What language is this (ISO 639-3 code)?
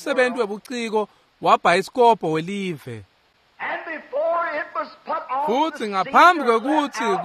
ssw